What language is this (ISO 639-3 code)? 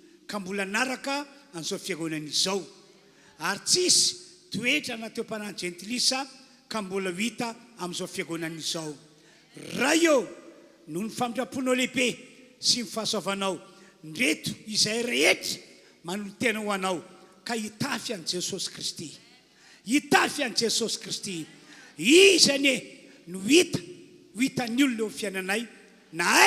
mlg